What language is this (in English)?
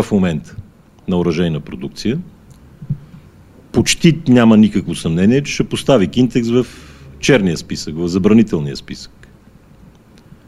Bulgarian